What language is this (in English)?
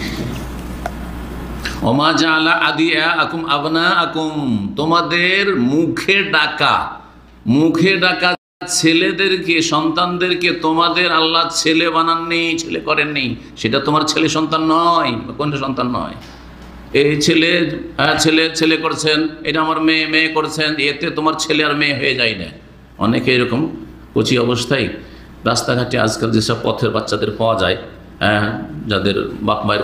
Bangla